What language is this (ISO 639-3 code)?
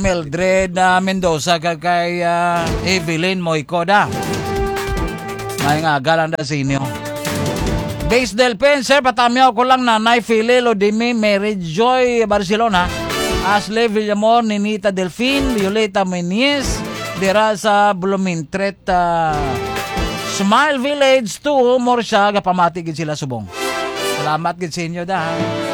hil